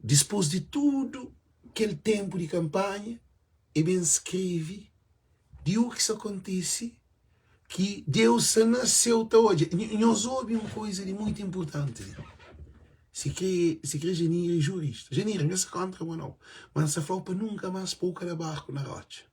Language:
Kabuverdianu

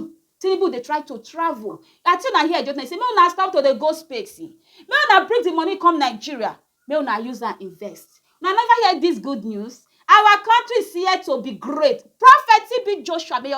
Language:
Nigerian Pidgin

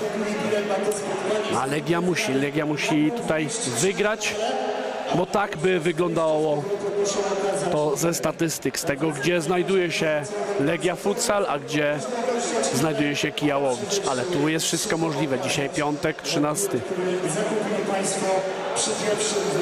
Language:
Polish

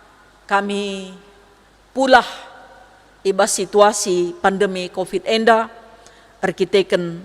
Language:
Batak Karo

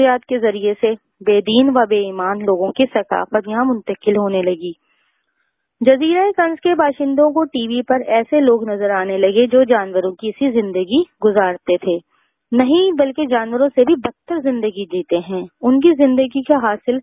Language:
Urdu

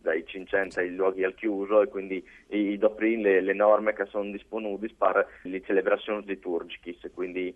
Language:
Friulian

